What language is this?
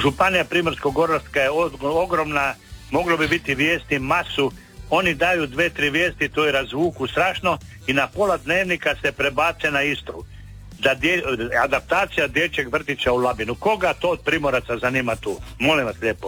Croatian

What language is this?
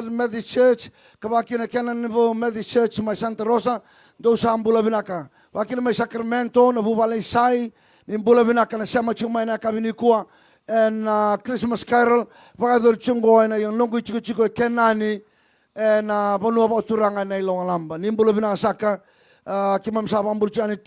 Fijian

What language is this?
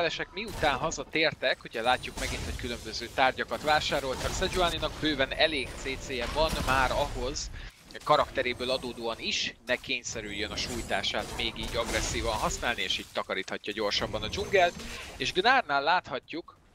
Hungarian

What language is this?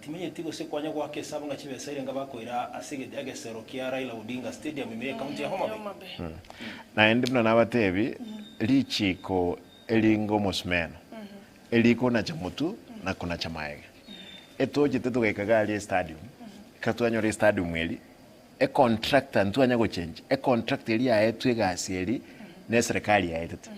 Gusii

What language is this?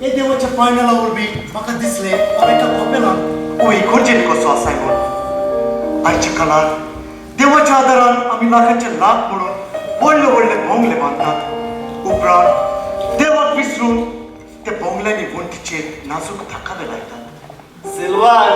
Konkani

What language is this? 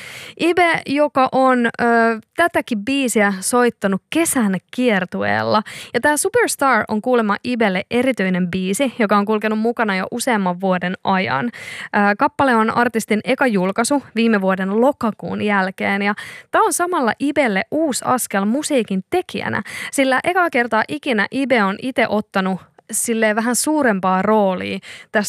Finnish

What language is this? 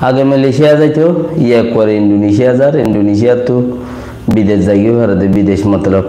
Rohingya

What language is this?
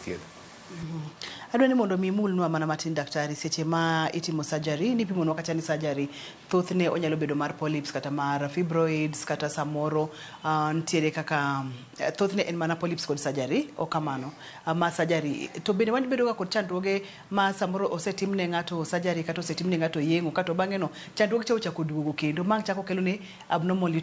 Luo (Kenya and Tanzania)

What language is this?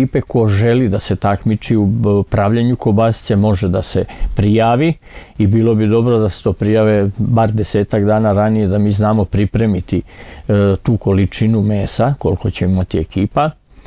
Serbian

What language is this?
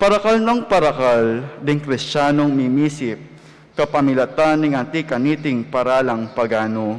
Pampanga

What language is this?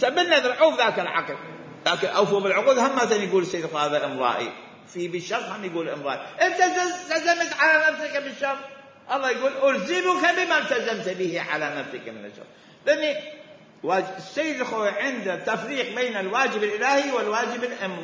Mesopotamian Arabic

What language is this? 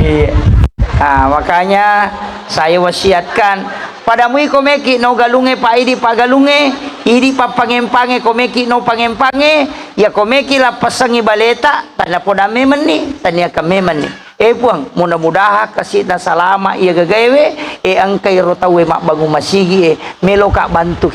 Buginese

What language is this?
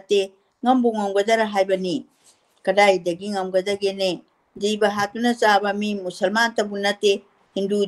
Manipuri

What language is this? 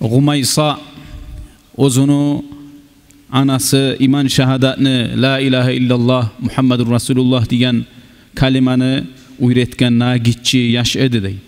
Kumyk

